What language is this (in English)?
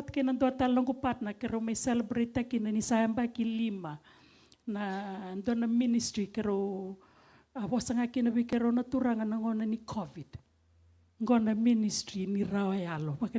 Fijian